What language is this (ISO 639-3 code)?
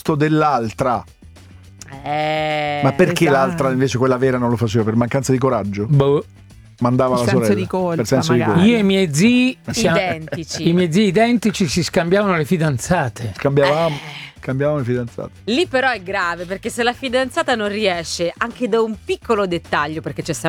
ita